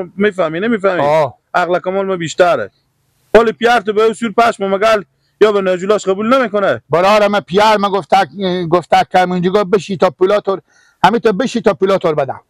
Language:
Persian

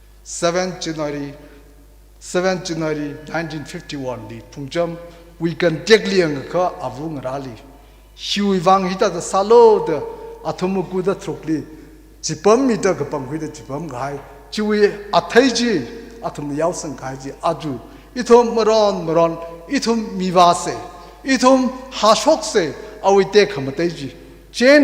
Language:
Tangkhul Naga (India)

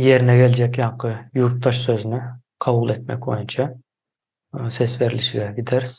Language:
Turkmen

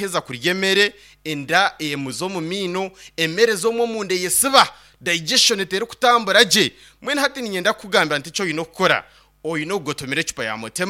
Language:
Nyankole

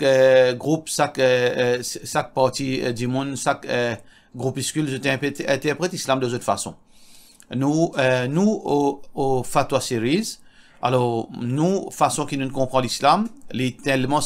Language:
Morisyen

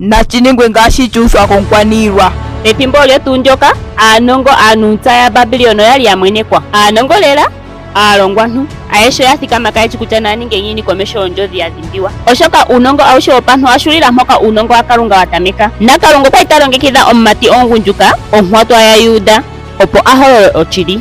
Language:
Ndonga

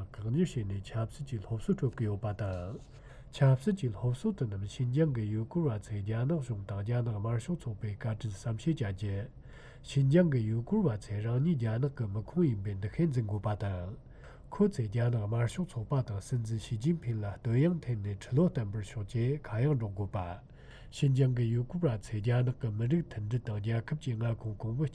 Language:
Tibetan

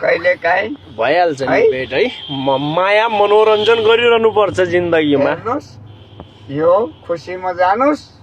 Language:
Nepali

